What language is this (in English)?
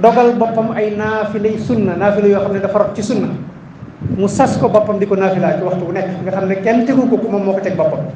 Wolof